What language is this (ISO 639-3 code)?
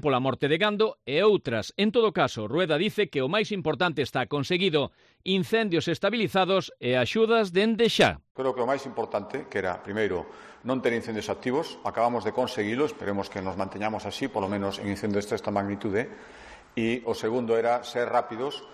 glg